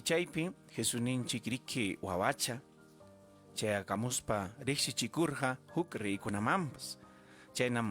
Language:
Ayacucho Quechua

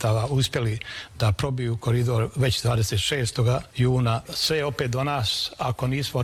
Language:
Bosnian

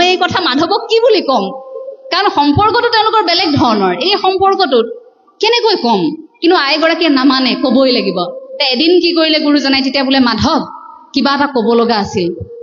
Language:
Assamese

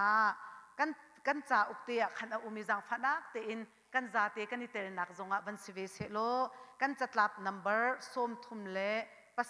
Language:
Hakha Chin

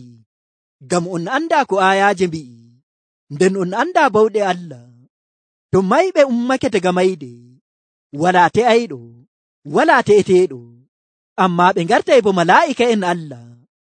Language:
Nigerian Fulfulde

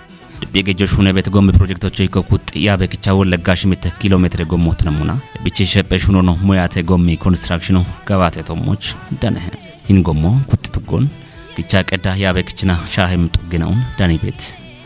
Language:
Kafa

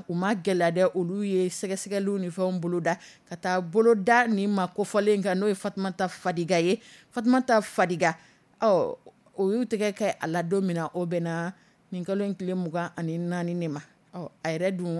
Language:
Dyula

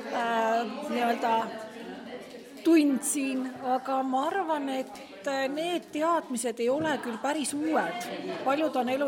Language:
Estonian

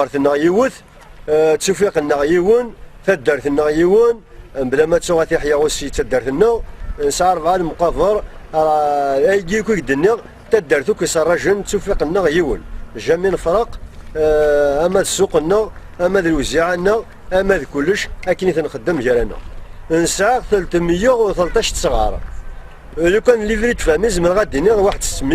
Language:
Kabyle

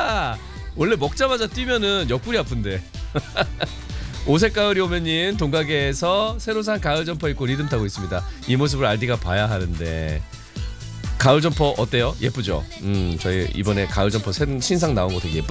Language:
Korean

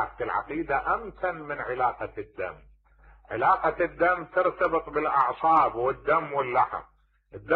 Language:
Mesopotamian Arabic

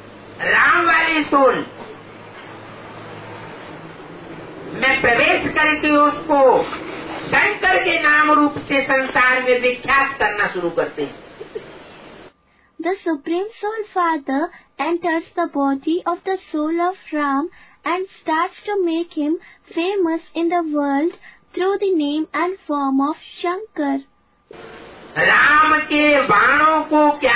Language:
Hindi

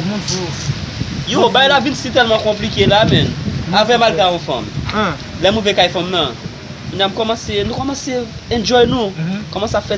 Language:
Haitian Creole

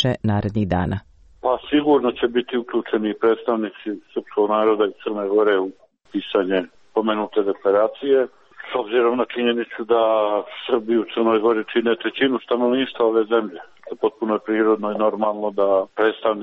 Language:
Croatian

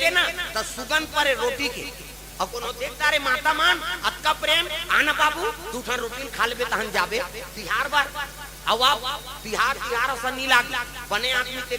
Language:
Chhattisgarhi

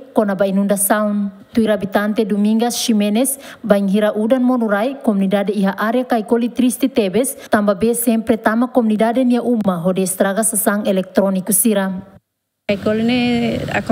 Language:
Tetum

